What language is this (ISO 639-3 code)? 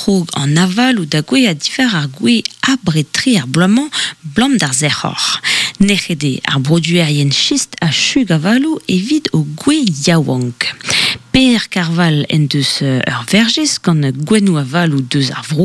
bre